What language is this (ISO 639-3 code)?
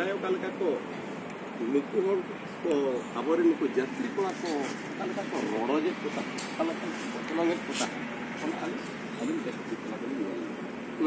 sat